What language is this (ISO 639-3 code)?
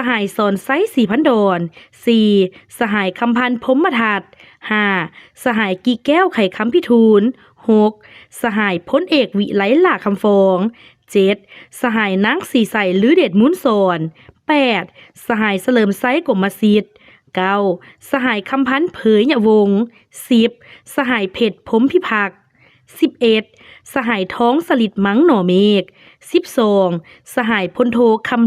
lao